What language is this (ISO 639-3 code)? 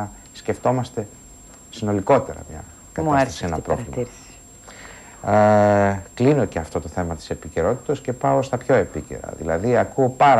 ell